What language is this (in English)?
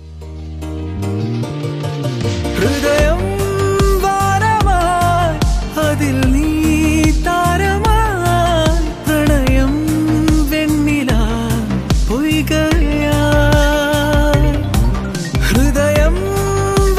Malayalam